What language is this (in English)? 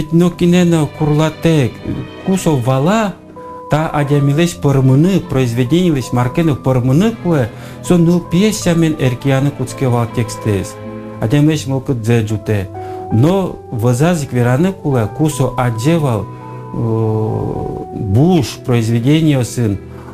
Udmurt